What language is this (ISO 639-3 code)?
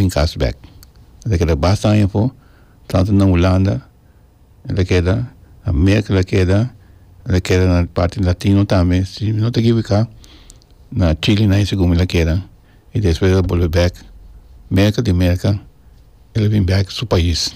pap